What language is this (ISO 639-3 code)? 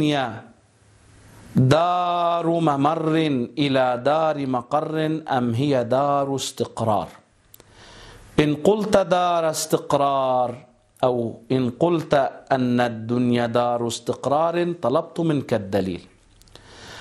ara